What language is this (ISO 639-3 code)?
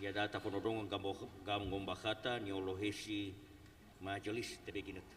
nia